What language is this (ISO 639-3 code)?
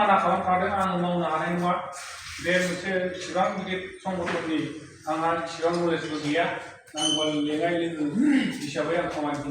brx